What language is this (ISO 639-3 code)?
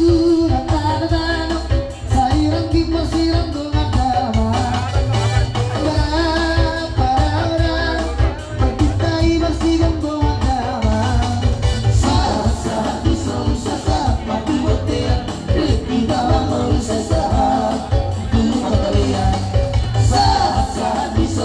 bbc